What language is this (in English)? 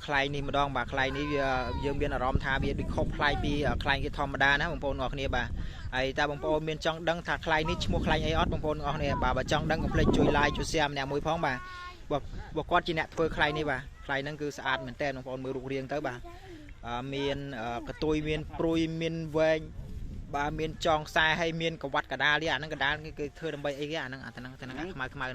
Khmer